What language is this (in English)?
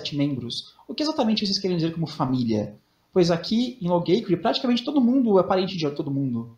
Portuguese